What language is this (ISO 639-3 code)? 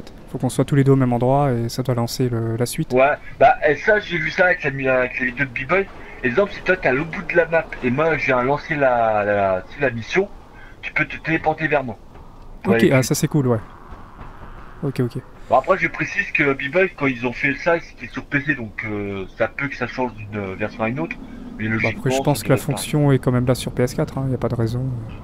fra